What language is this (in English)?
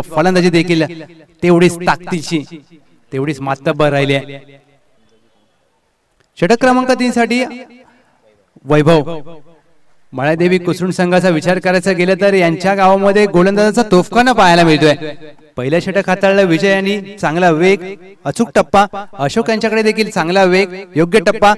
Marathi